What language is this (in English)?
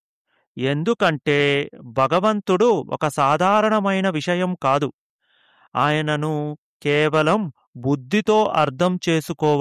Telugu